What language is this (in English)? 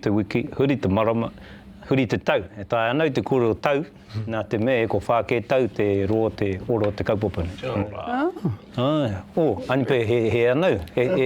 Māori